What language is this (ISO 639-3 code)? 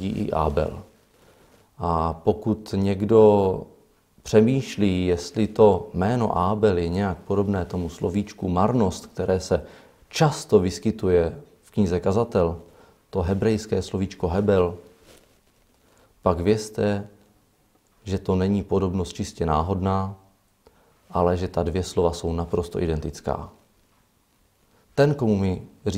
ces